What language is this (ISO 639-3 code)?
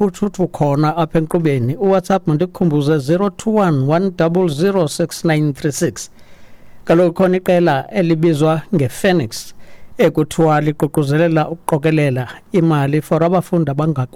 xho